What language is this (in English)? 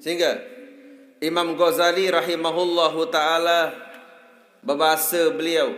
Sasak